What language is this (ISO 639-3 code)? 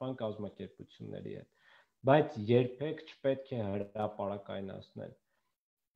hye